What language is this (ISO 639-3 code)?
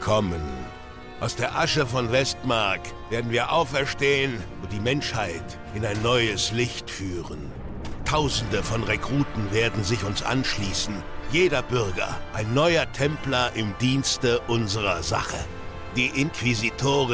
gsw